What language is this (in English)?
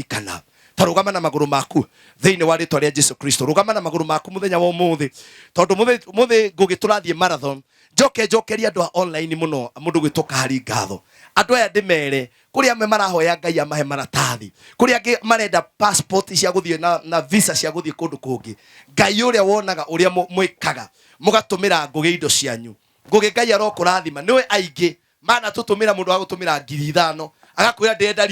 Kikuyu